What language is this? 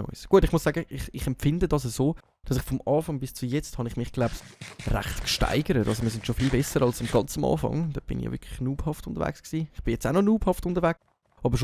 Swiss German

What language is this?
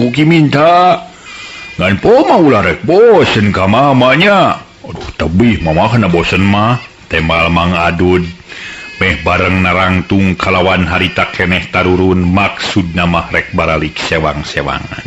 Sundanese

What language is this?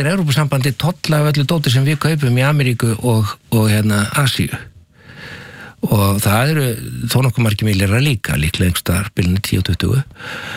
Icelandic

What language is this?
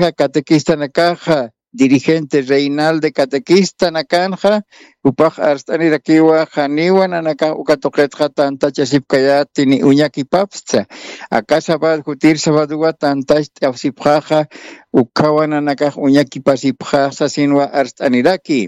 Aymara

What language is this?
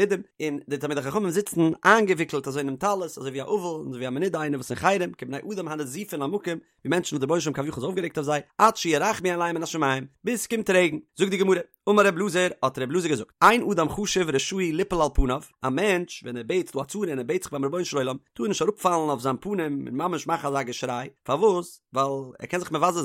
Yiddish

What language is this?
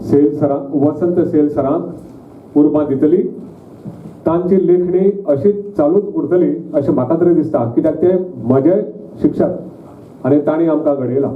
Konkani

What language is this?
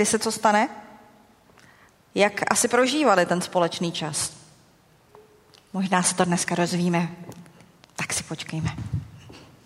Czech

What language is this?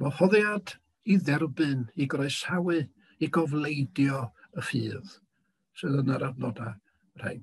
Welsh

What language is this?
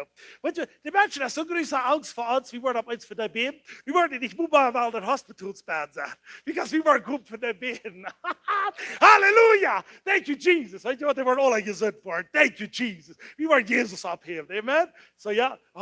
Plautdietsch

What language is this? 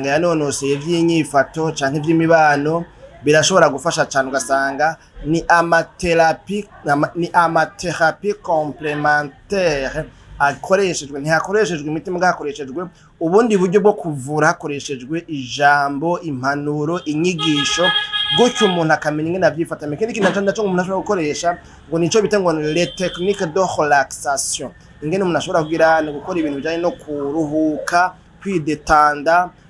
Rundi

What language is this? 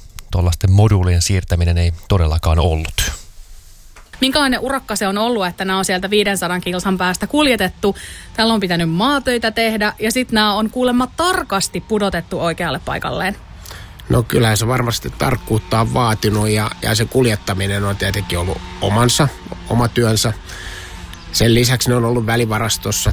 Finnish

